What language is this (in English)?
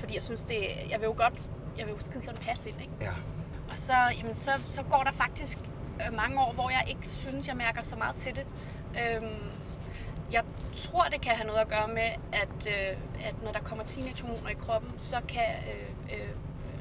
Danish